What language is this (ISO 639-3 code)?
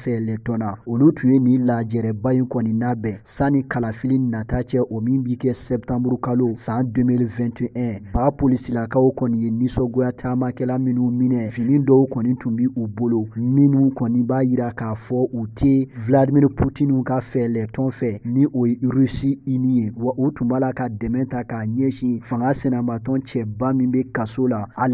bam